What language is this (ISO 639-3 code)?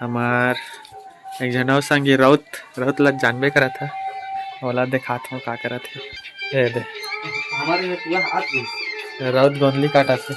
hne